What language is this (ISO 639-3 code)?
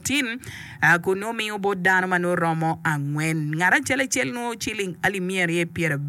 ach